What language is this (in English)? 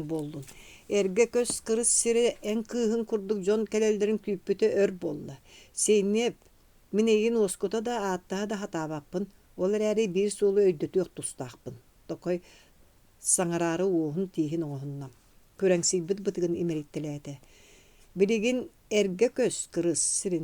Yakut